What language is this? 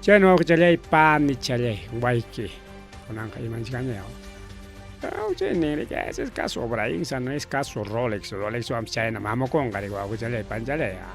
Ayacucho Quechua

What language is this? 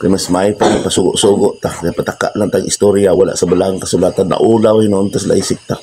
Cebuano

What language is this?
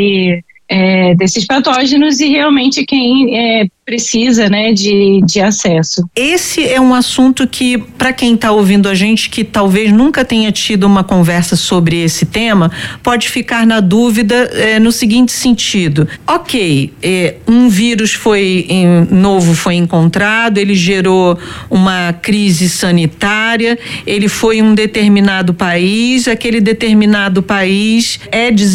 Portuguese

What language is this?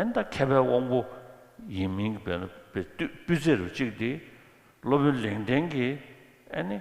Tibetan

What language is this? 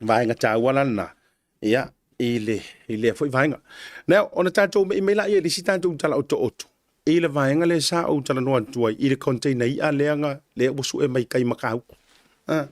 Samoan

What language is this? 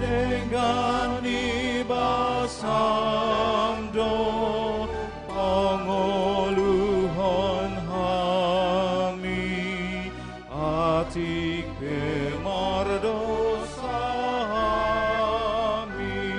Batak Toba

